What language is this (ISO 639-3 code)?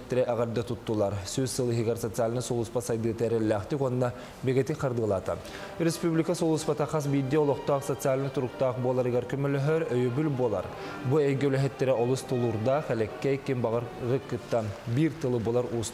sah